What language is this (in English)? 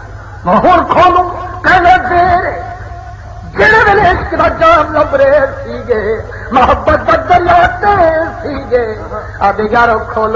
Saraiki